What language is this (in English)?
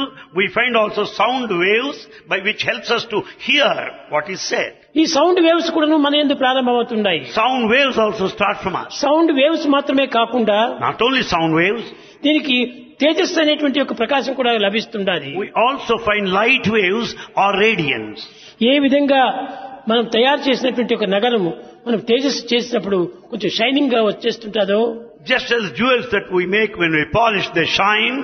Telugu